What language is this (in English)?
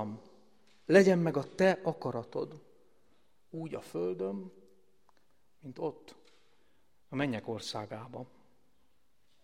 Hungarian